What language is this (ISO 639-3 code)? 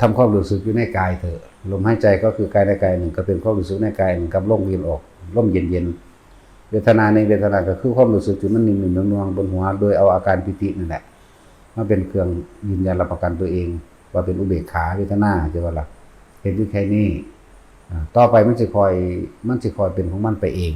tts